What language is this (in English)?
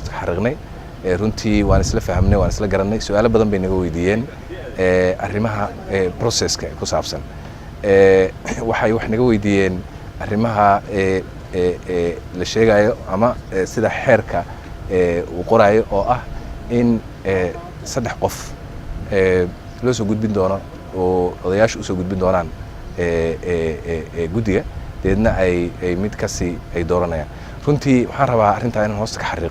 Somali